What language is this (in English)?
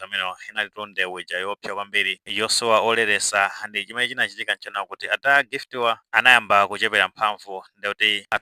Nyanja